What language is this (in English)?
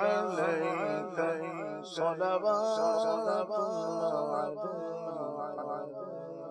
Urdu